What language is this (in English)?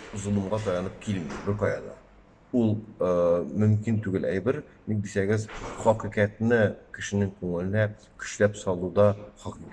Tatar